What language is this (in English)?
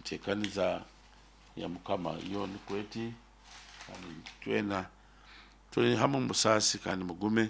Nyoro